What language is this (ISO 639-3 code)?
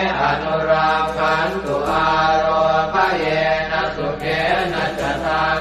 pli